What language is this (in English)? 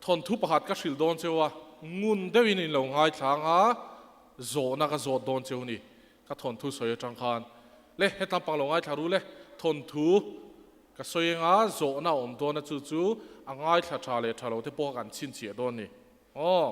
Mizo